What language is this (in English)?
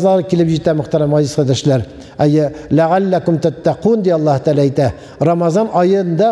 Tatar